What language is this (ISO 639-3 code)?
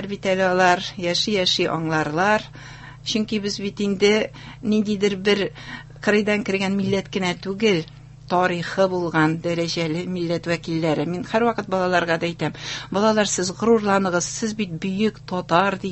tat